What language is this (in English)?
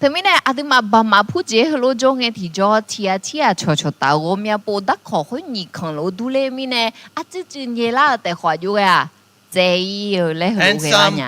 Akha